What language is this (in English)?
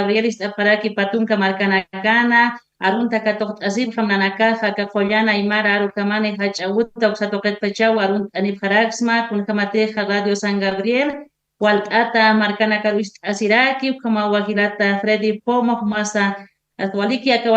Aymara